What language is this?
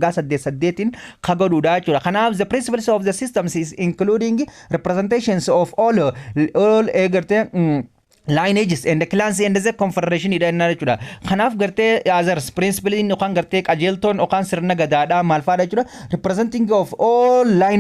Oromo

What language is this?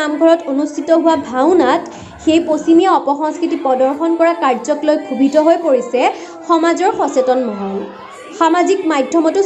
Assamese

